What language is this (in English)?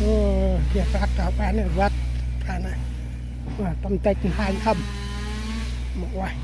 Central Mnong